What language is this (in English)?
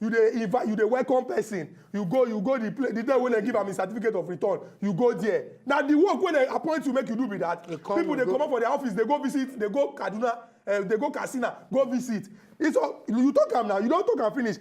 Nigerian Pidgin